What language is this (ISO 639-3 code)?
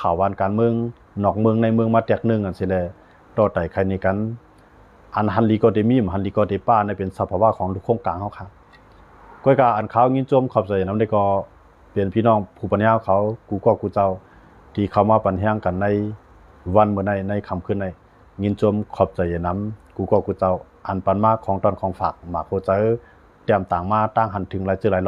shn